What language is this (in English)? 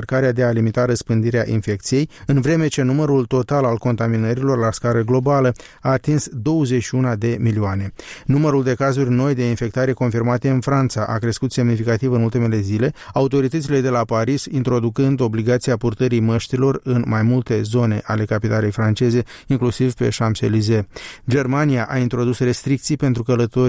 Romanian